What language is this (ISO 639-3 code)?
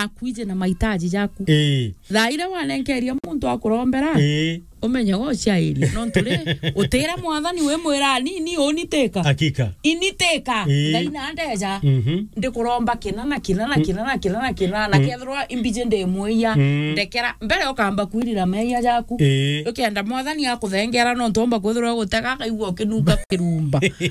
mer